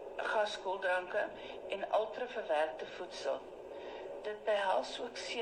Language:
Afrikaans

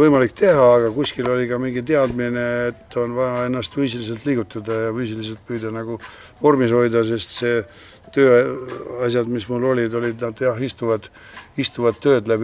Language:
Estonian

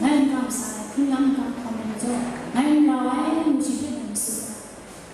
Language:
Kachin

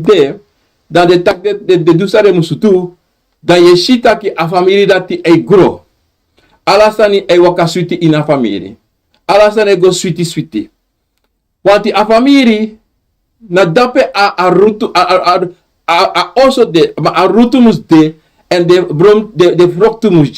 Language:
Sranan Tongo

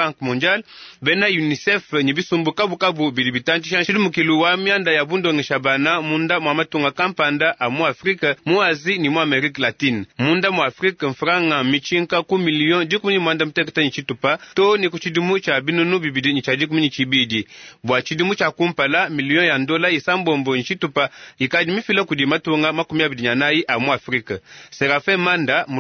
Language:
Luba-Lulua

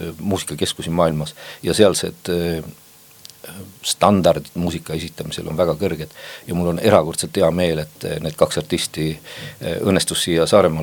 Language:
Estonian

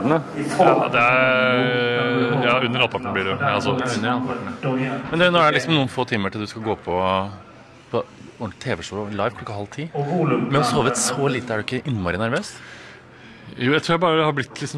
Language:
Norwegian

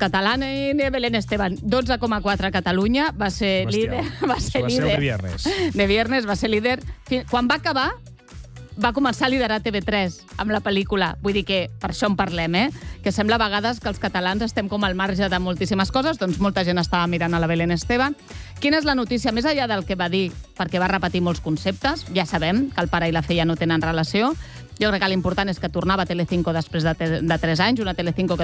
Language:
Catalan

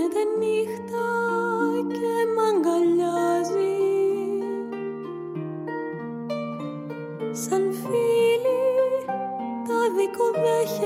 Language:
Greek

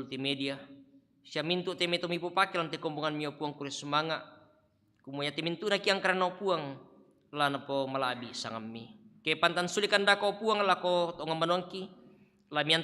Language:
Toraja-Sa'dan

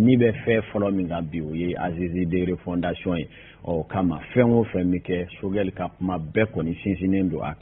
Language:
Bambara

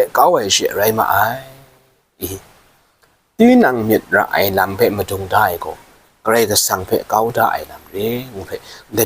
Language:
Kachin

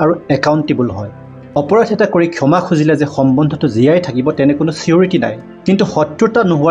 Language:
Assamese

